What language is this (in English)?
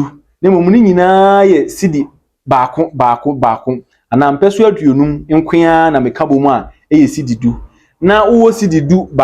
Akan